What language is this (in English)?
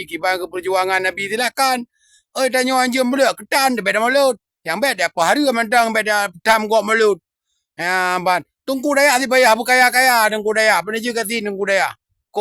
Achinese